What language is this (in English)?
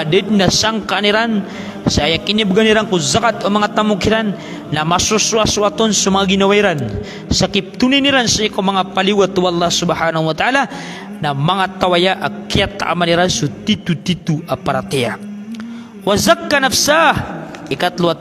Maranao